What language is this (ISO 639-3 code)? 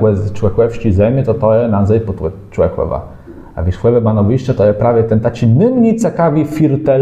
csb